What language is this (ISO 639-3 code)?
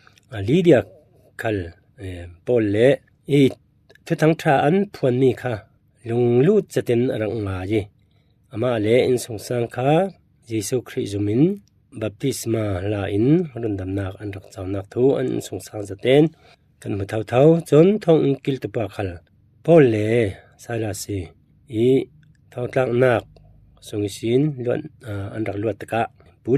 cfm